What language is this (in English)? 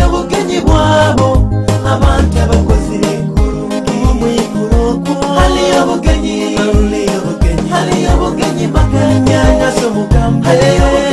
Nyoro